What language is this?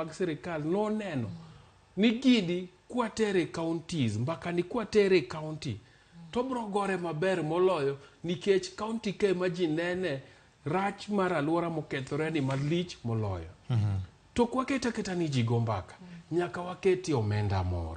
Luo (Kenya and Tanzania)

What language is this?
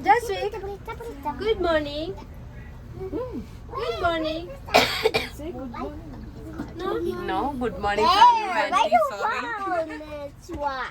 Tulu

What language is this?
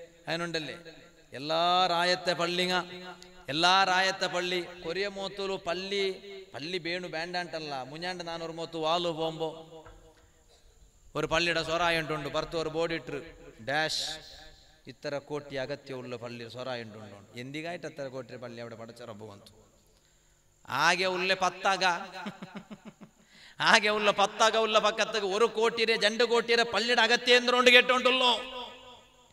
Malayalam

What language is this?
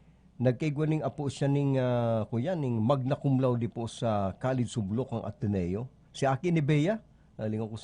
Bikol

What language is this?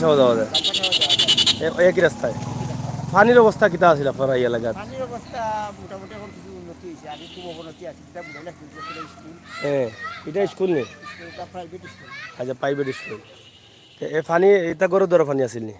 Sylheti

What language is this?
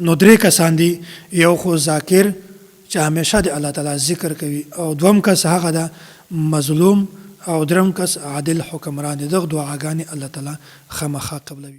Pashto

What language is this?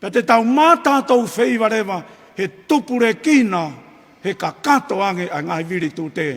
Tongan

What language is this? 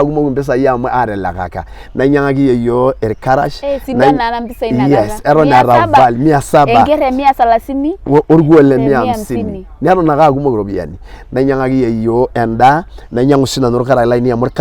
Masai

